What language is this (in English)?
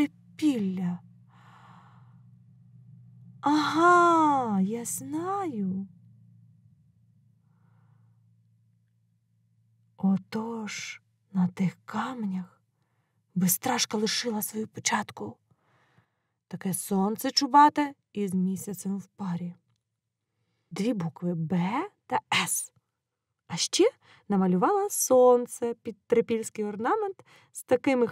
Ukrainian